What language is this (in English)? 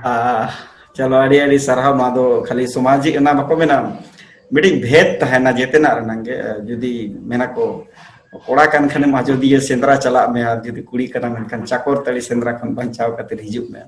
Santali